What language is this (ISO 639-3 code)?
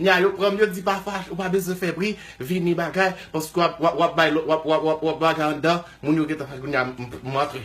hat